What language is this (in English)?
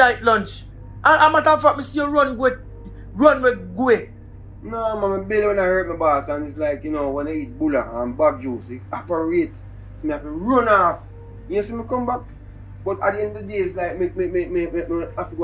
Jamaican Creole English